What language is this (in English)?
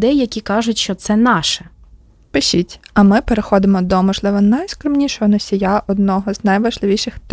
Ukrainian